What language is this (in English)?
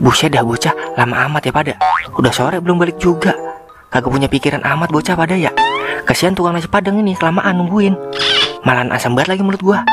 Betawi